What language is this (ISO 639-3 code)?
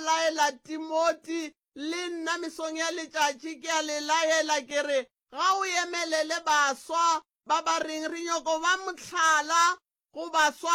nso